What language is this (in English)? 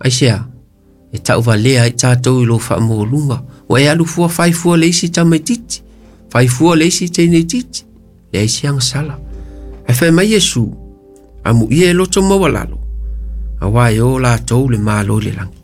Samoan